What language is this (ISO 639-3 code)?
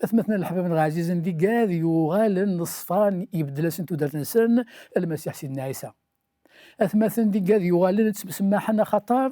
kab